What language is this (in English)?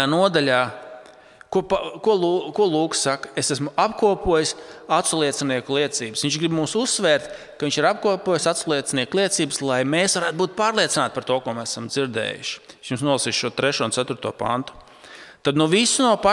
Latvian